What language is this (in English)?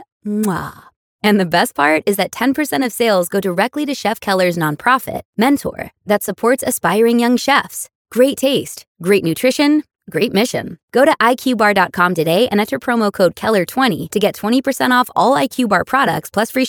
English